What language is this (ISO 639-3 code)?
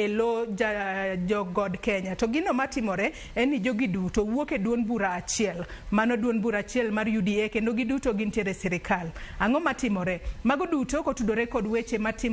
luo